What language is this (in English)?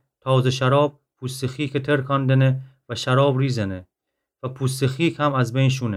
Gilaki